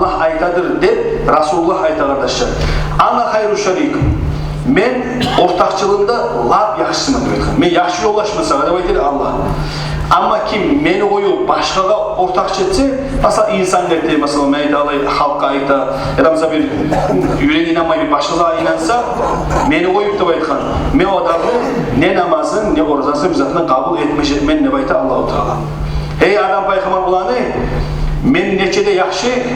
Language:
Kumyk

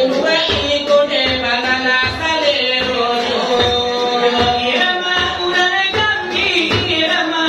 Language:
Minangkabau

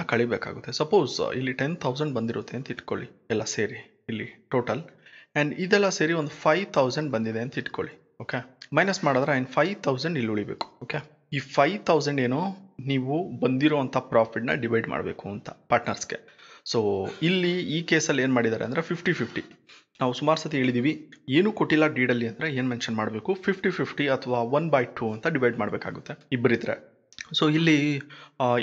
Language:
Kannada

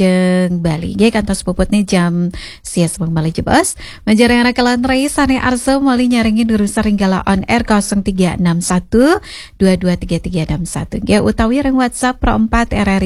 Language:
Balinese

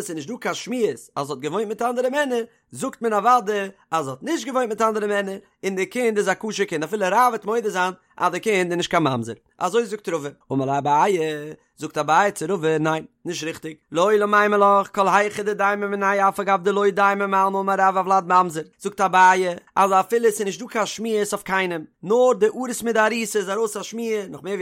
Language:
Yiddish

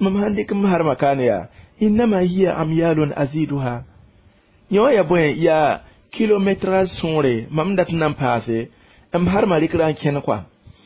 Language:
Mossi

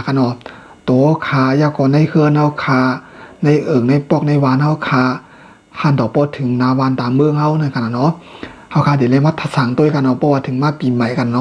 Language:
Shan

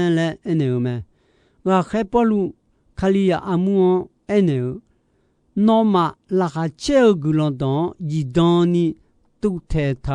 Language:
Akha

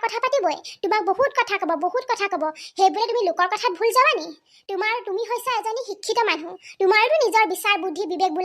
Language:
Assamese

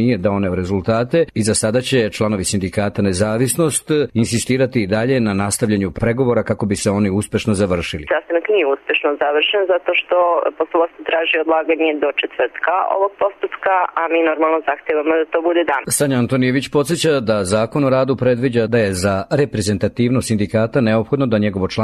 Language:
Serbian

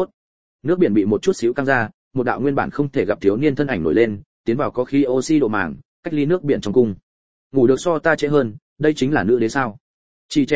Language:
Vietnamese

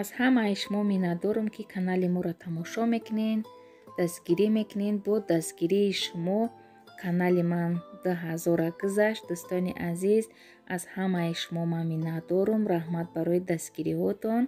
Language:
Tajik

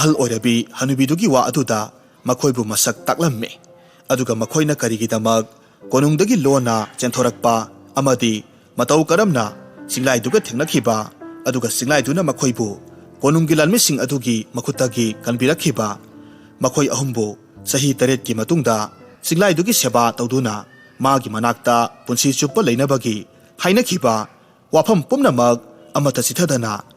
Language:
Manipuri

